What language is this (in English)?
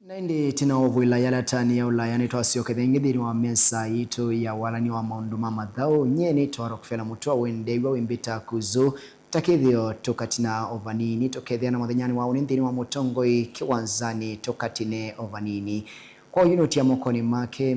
Kamba